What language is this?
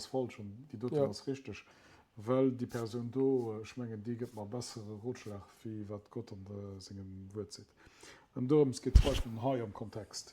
Luxembourgish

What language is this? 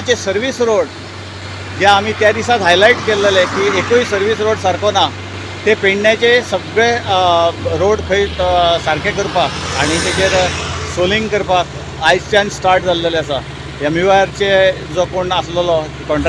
Konkani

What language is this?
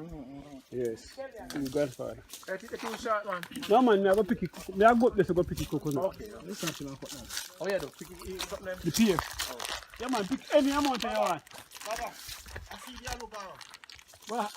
Jamaican Creole English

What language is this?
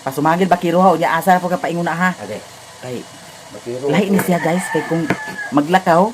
Cebuano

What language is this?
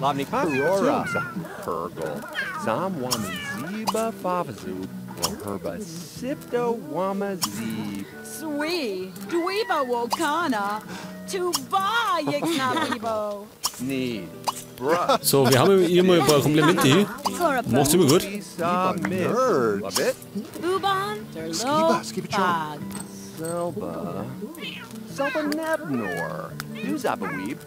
Bavarian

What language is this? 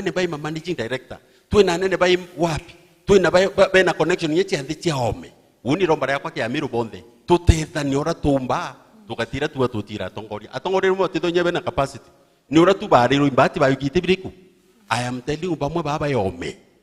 Meru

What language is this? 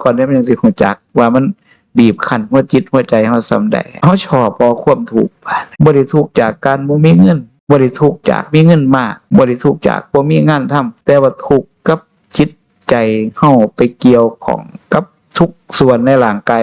Northeastern Thai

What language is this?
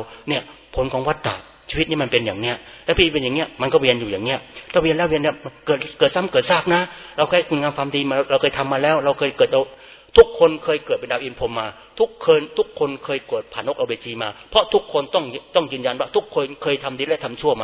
Thai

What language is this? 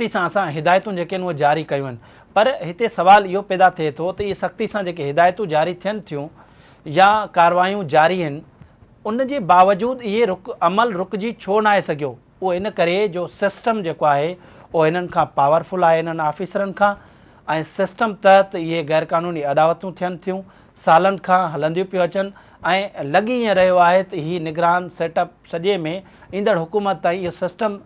Sindhi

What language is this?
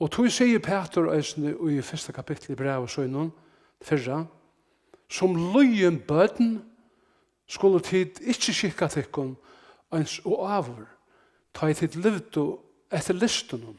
Faroese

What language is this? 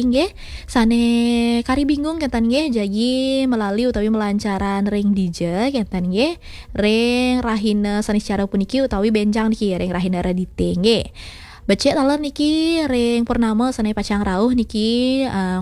Balinese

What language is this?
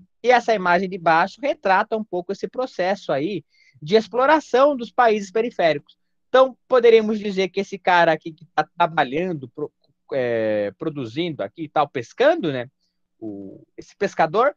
Portuguese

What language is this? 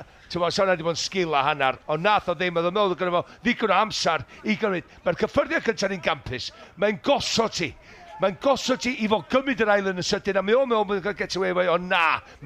Welsh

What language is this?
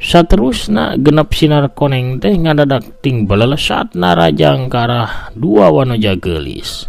Sundanese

